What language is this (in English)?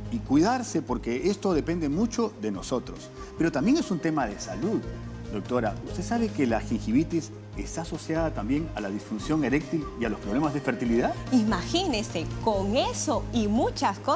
Spanish